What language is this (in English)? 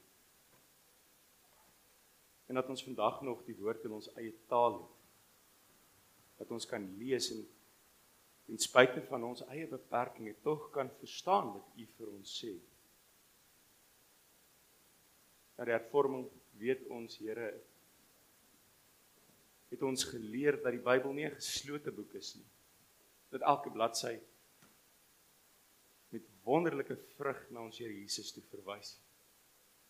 Afrikaans